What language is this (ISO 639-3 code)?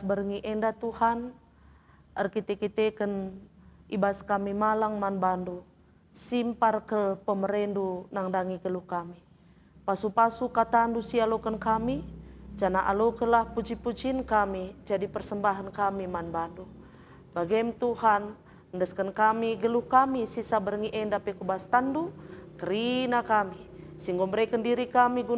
btx